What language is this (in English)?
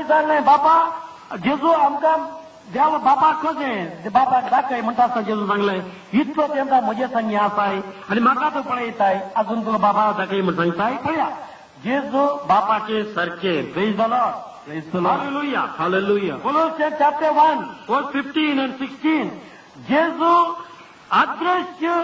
Konkani